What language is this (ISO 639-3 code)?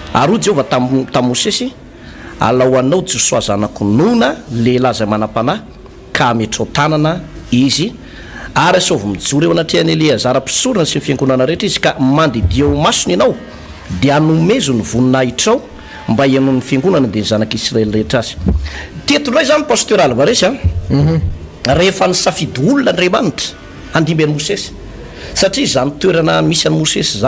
mlg